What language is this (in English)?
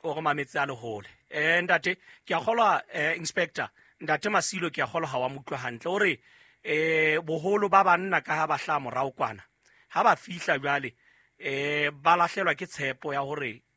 Southern Sotho